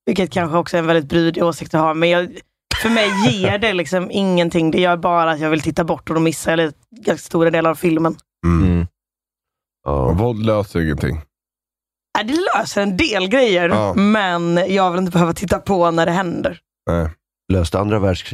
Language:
Swedish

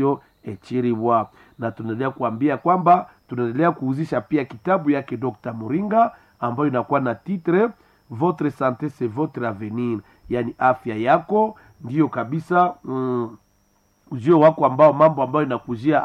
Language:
Swahili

